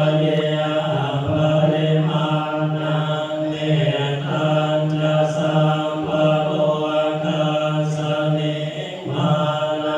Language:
Pali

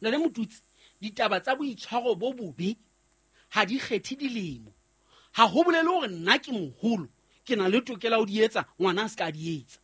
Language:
Southern Sotho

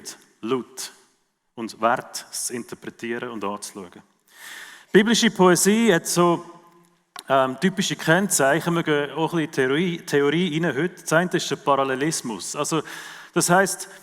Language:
Swiss German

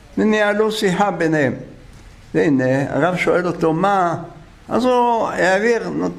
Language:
Hebrew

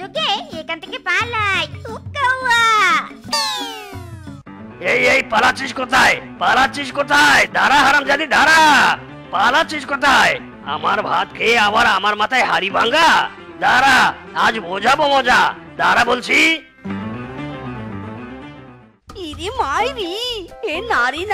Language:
Bangla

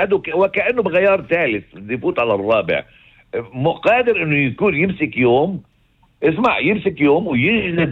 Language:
North Levantine Arabic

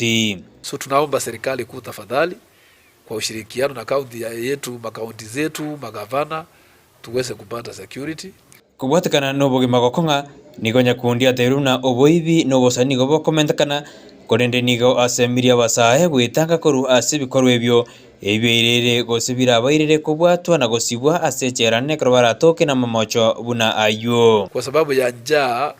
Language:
Gusii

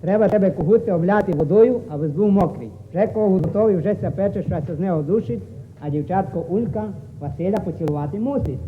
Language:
Rusyn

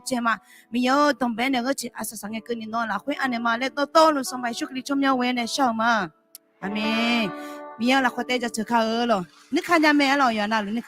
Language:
Akha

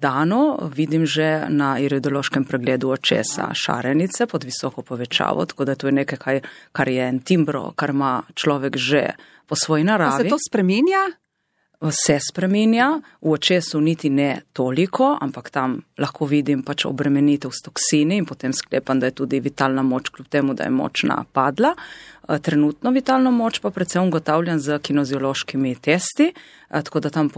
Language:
Slovenian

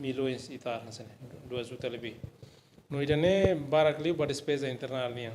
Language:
Tetum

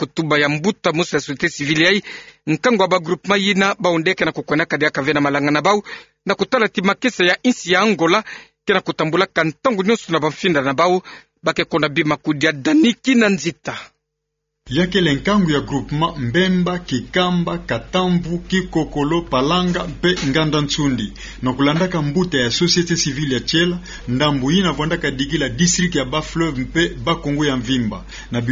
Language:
Kituba (Democratic Republic of Congo)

